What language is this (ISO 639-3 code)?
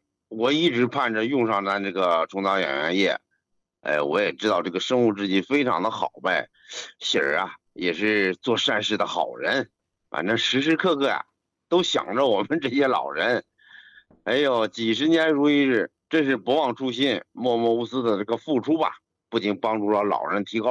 zho